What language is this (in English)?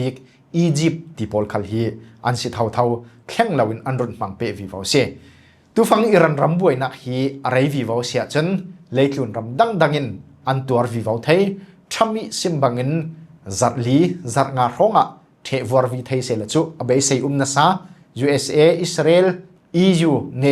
Falam Chin